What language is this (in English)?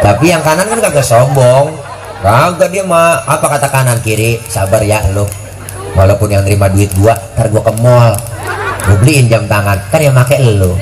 Betawi